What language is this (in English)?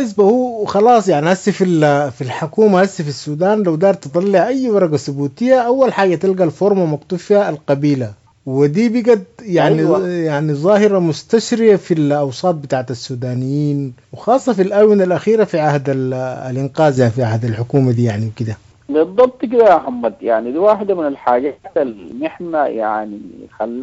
Sudanese Arabic